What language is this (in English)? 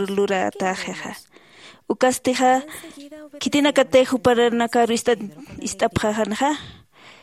Aymara